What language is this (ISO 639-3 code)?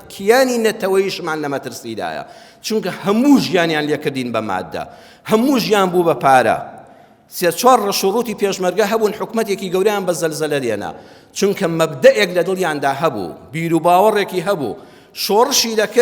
ckb